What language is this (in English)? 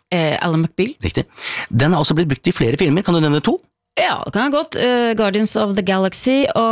Norwegian